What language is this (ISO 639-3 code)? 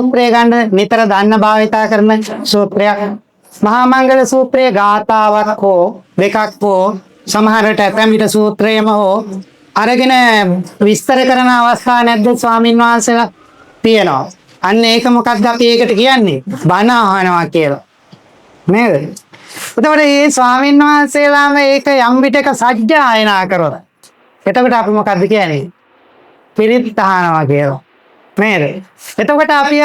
sin